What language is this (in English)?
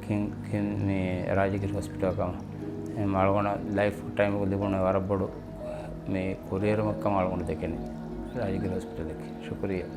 Divehi